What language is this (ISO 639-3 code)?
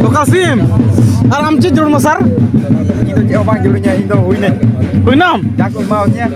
sat